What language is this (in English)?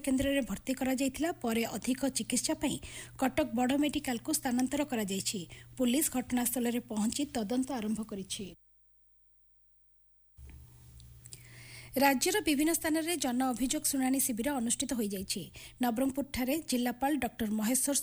Odia